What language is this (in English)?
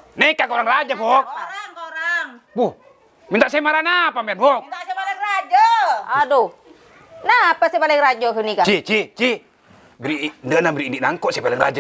Madurese